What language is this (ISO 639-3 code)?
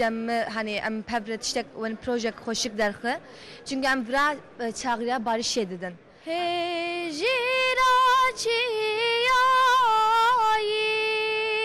kur